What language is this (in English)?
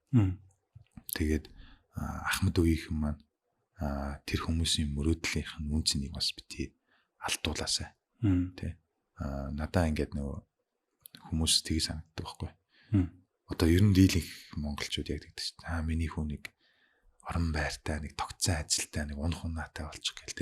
Mongolian